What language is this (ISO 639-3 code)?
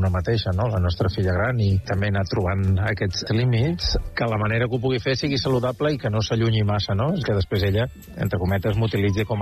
cat